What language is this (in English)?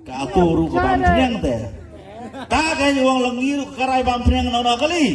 Khasi